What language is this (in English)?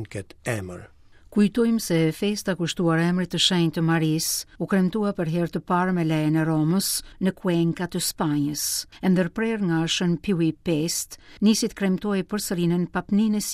Albanian